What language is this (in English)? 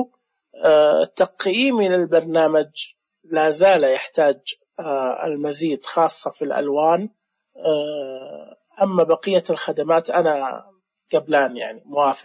Najdi Arabic